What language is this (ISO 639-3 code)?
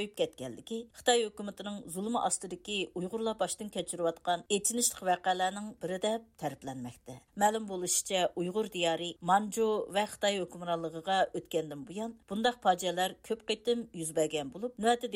uig